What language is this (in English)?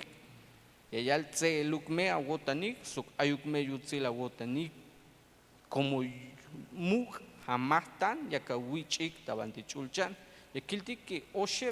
Tzeltal